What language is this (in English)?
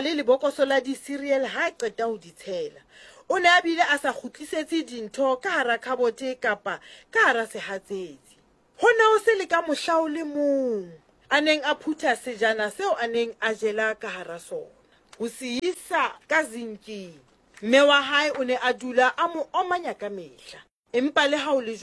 Southern Sotho